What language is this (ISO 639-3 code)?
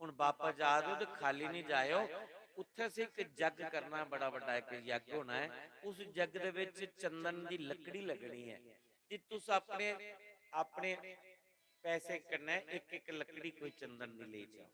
doi